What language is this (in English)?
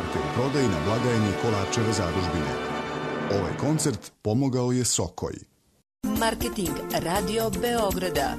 Serbian